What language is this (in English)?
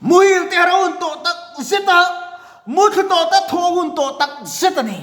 Mizo